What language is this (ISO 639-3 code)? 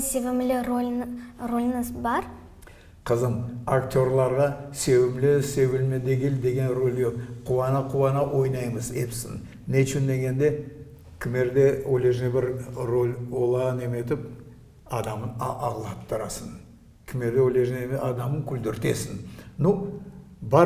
crh